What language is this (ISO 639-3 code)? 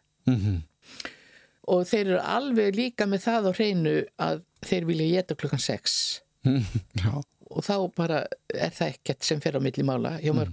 isl